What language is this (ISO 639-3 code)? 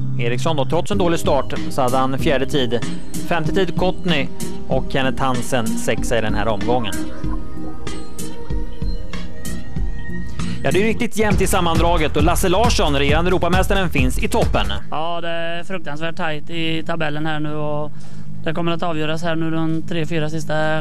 swe